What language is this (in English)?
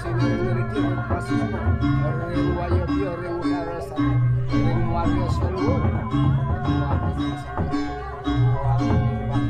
Balinese